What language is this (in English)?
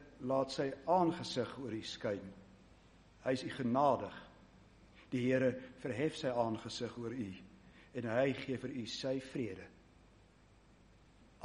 Afrikaans